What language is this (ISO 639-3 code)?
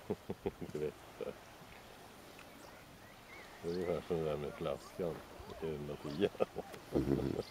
swe